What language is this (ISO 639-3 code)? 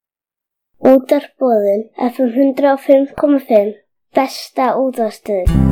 isl